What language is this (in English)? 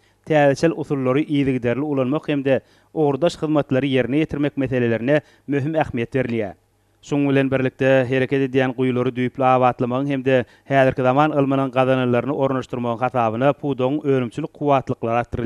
Turkmen